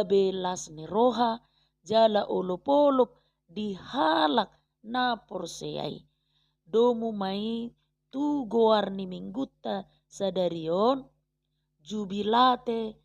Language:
Batak Toba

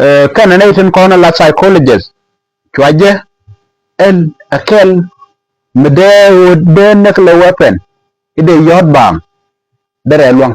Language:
Nuer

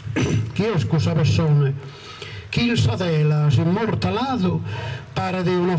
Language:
Sardinian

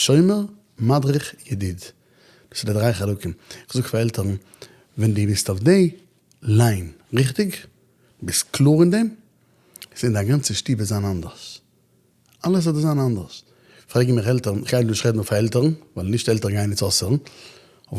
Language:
Yiddish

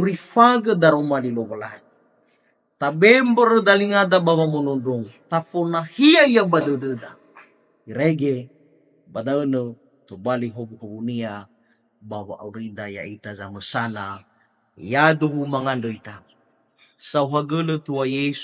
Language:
Nias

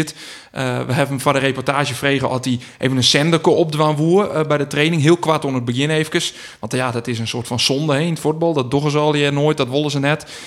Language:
Western Frisian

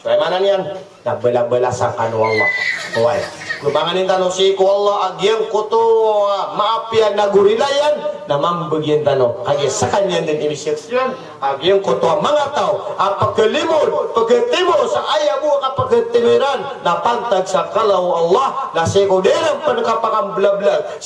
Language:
Maranao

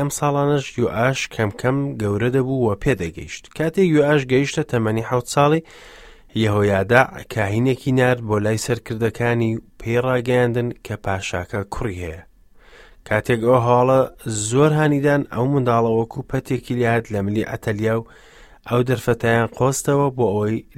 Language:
Central Kurdish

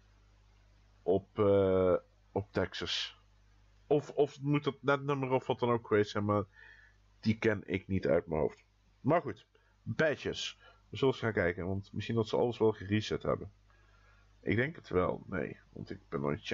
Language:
Dutch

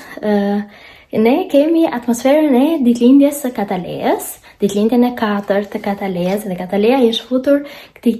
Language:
Albanian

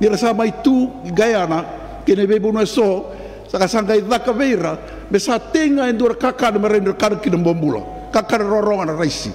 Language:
Fijian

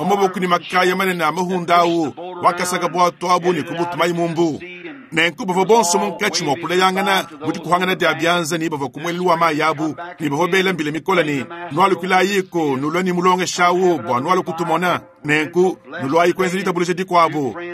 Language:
Luba-Lulua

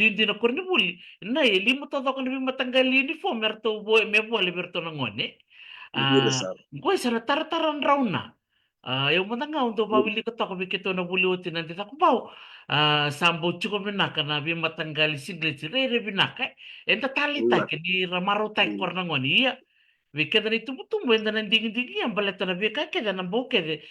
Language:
Fijian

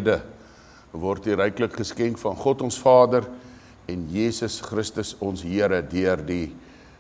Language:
Afrikaans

